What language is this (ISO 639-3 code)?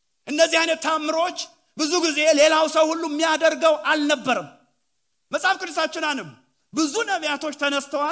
amh